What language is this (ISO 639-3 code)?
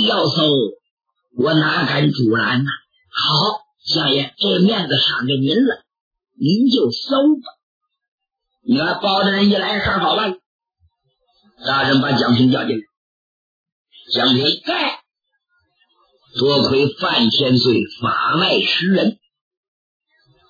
zho